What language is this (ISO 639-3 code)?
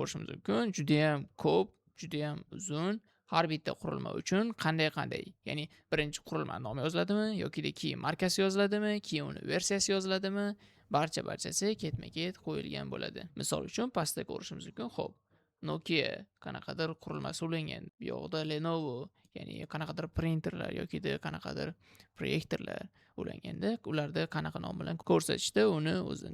uzb